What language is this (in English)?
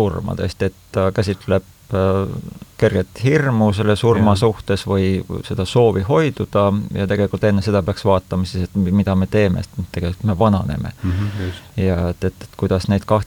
Estonian